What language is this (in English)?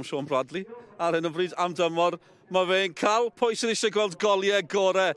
Welsh